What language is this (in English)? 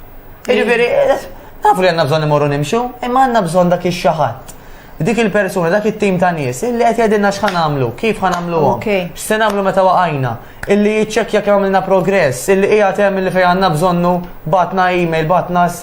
Maltese